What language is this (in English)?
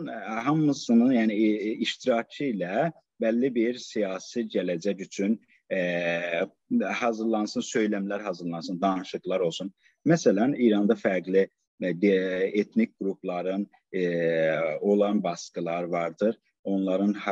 South Azerbaijani